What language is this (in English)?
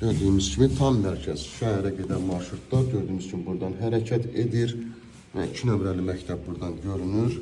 Azerbaijani